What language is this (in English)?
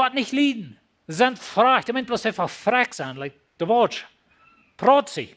Plautdietsch